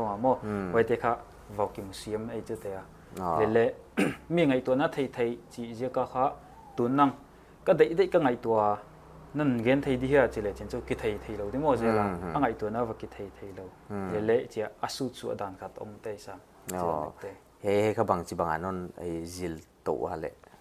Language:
Paite Chin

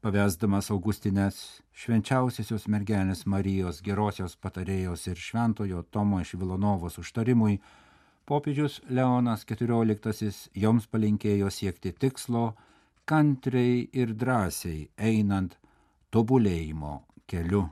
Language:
Lithuanian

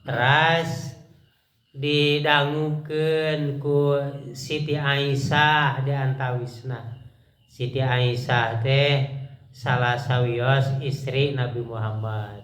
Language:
Sundanese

